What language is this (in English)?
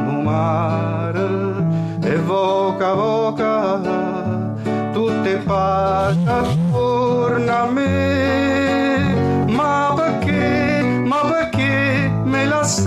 Neapolitan